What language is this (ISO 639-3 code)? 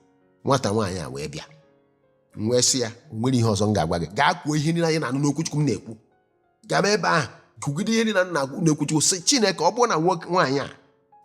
ibo